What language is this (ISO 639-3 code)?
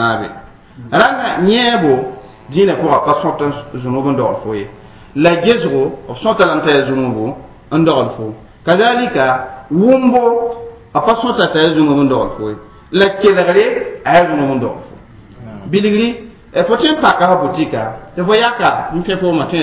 mos